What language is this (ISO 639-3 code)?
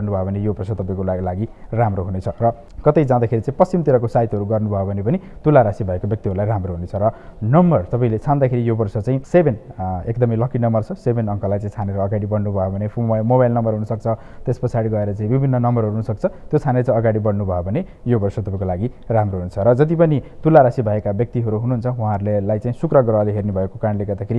nep